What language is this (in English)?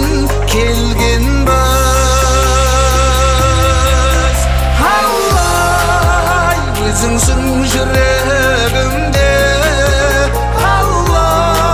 Kazakh